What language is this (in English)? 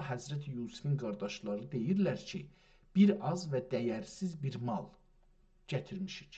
South Azerbaijani